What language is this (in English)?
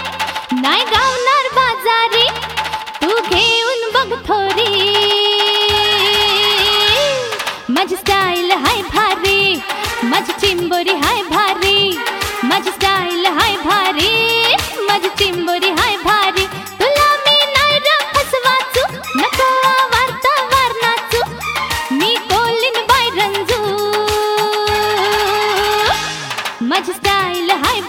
Marathi